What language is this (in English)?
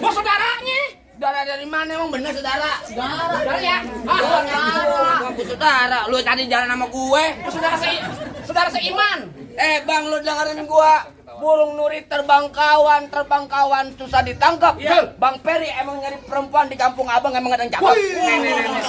Betawi